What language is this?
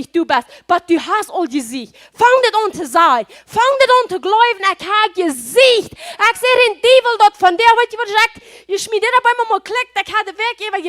Plautdietsch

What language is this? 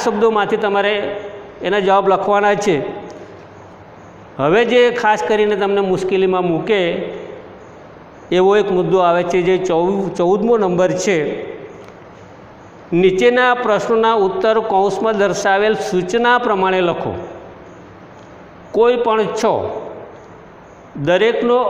Gujarati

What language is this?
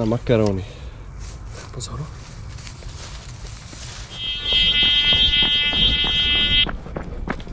Czech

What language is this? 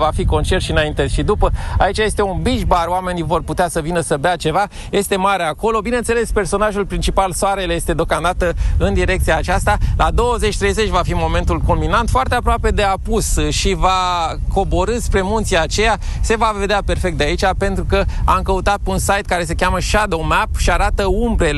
Romanian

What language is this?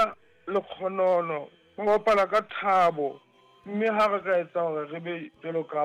Southern Sotho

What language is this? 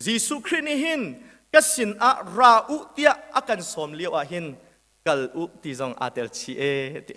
Hakha Chin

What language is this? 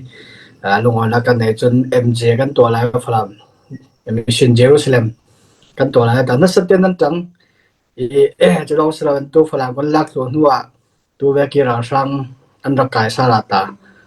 Falam Chin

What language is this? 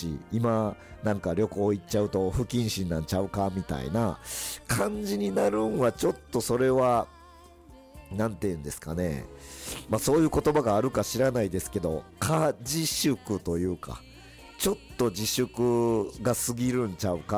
Japanese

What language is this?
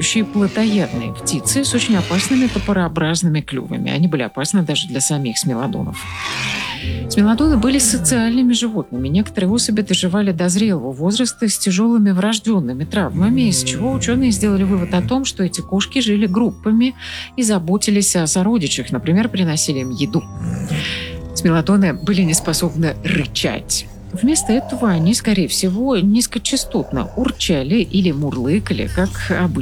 Russian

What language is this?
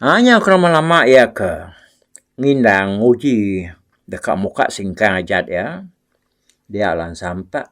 Iban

